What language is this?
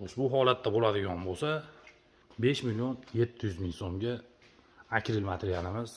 Uzbek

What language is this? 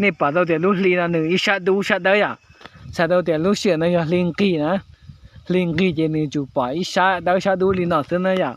Hmong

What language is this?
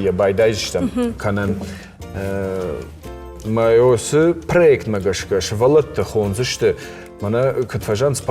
Ossetic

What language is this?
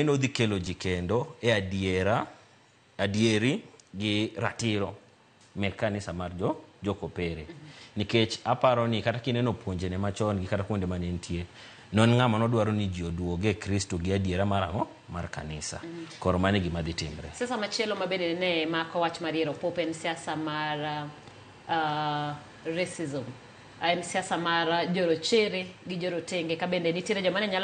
Luo (Kenya and Tanzania)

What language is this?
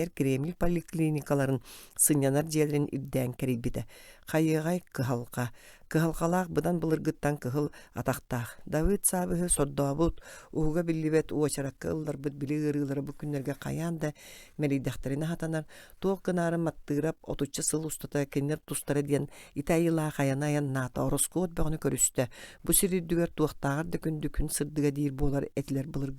Yakut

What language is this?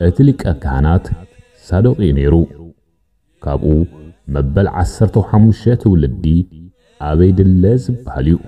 Tigrinya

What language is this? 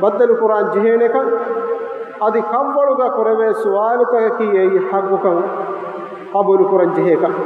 Divehi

